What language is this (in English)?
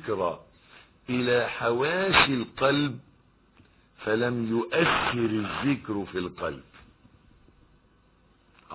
Arabic